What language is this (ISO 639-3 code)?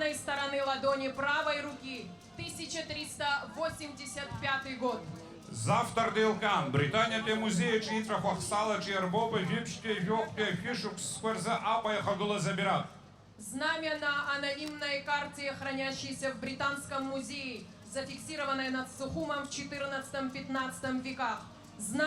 abk